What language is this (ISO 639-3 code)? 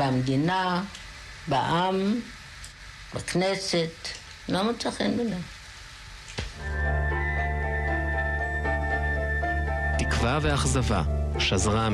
heb